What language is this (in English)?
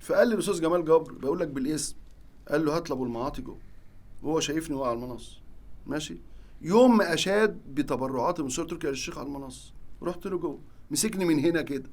Egyptian Arabic